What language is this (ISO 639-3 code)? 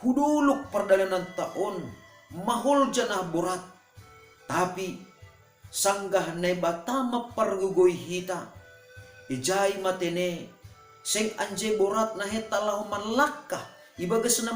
bts